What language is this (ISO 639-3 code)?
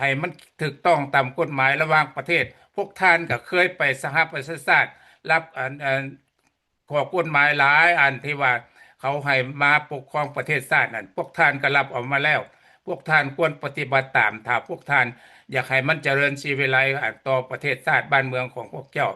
lao